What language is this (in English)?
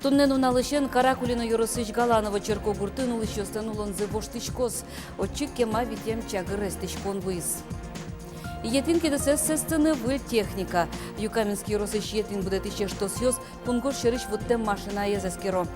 Udmurt